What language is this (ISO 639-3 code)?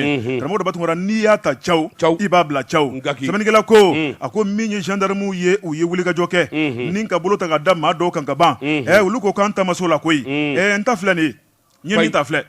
bam